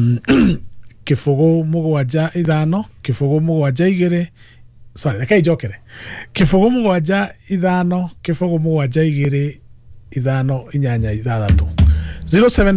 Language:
Kikuyu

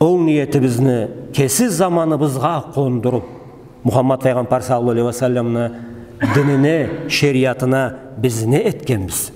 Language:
Karachay-Balkar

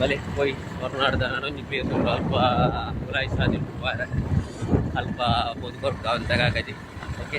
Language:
Tulu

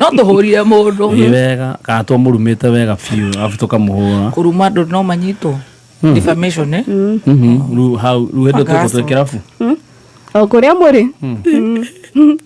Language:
Kikuyu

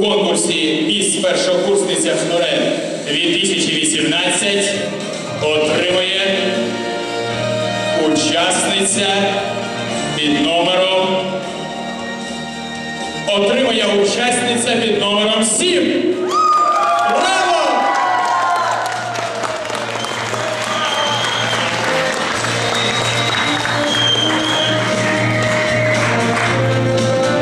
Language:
Ukrainian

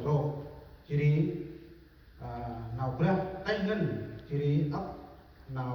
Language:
Central Mnong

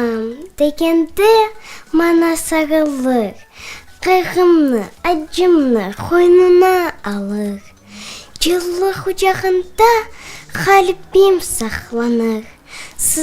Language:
Crimean Tatar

